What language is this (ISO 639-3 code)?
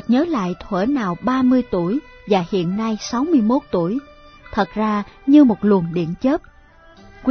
vie